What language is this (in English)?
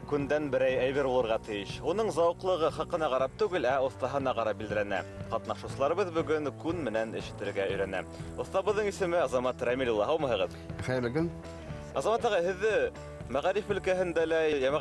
Bashkir